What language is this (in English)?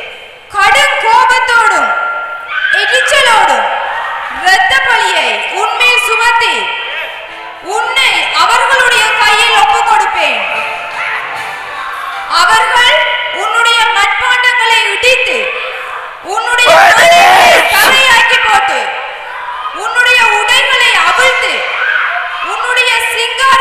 Tamil